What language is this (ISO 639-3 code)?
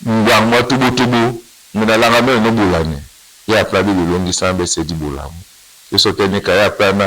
dua